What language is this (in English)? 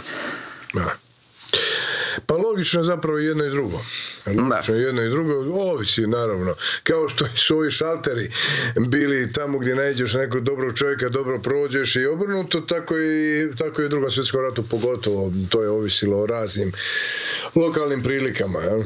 Croatian